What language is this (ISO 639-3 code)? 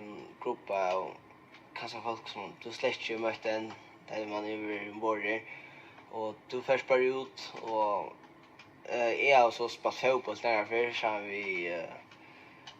fao